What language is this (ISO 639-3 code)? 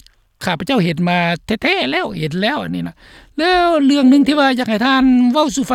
lao